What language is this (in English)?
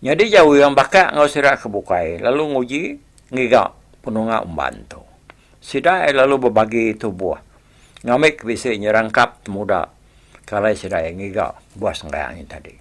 Iban